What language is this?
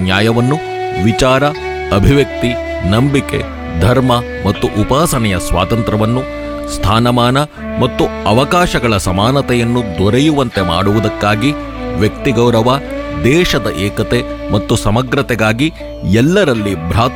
Kannada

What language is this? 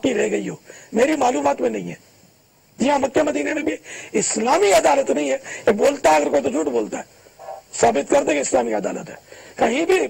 Urdu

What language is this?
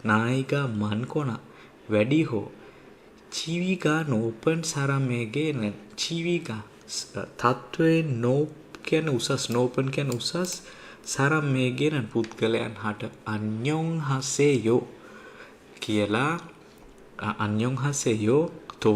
Sinhala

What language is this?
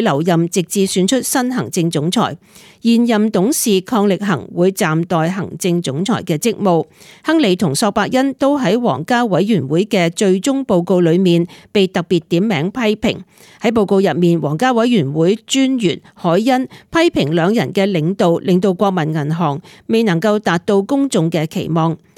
Cantonese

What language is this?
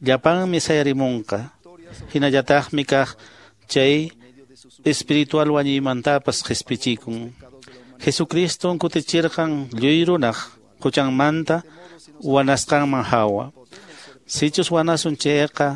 Quechua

